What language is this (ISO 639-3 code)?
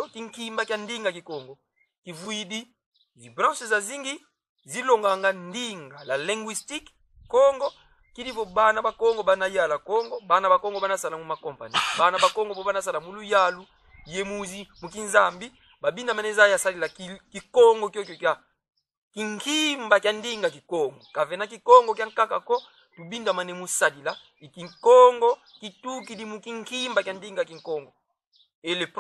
kon